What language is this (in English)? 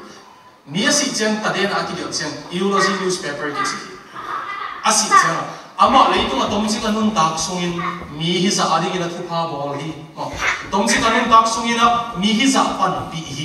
Tedim Chin